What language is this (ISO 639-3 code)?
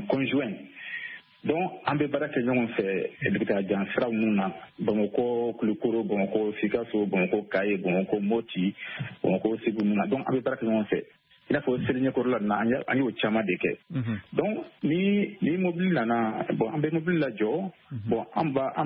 bam